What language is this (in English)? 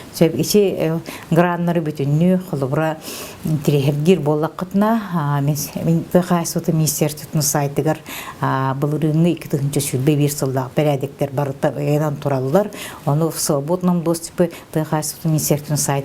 Yakut